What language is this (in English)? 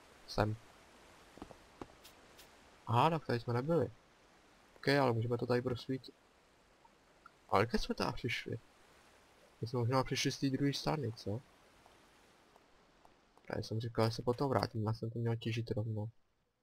Czech